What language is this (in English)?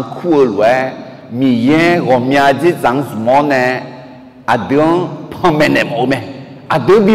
Akha